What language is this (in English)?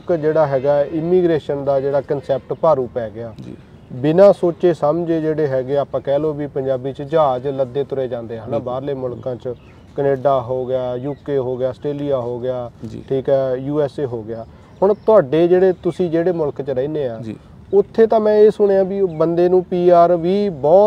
Punjabi